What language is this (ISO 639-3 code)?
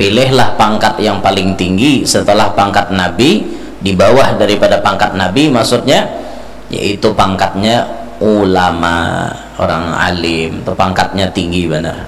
bjn